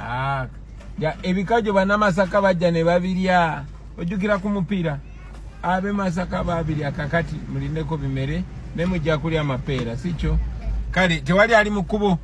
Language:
Ganda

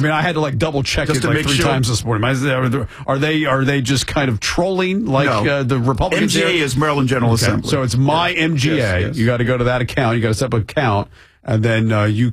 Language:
English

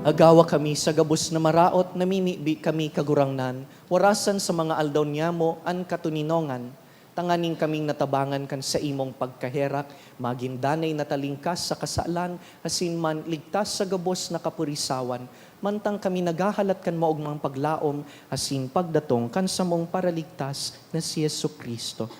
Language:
Bikol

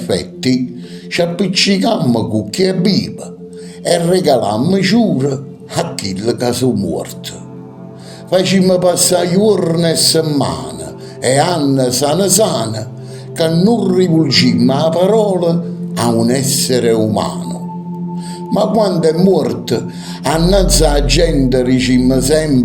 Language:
Neapolitan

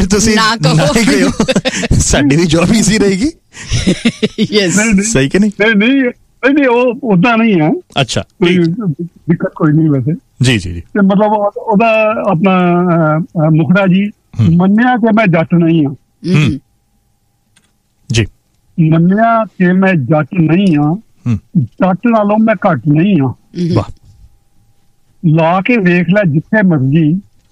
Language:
Punjabi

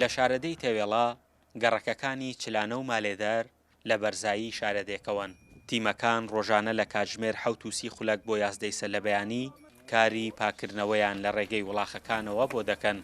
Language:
Central Kurdish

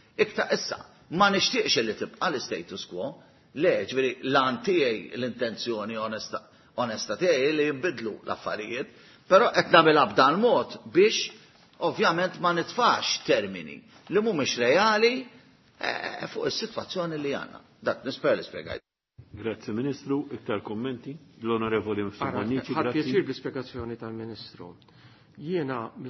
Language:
Maltese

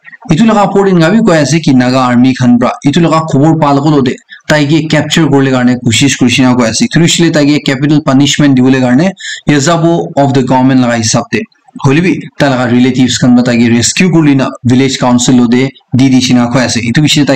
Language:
Naga Pidgin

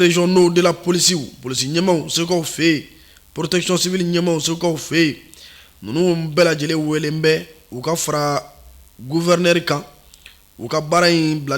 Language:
Bambara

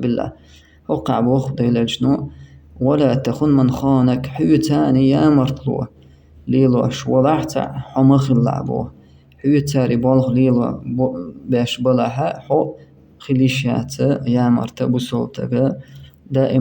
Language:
Chechen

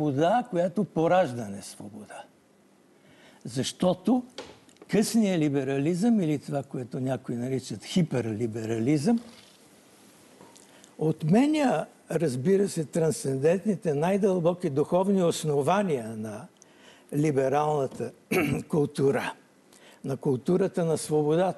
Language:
Bulgarian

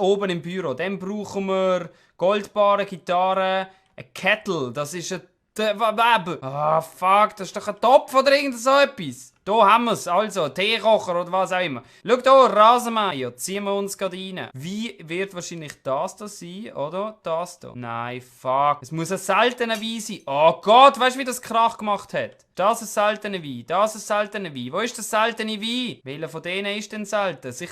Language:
Swiss German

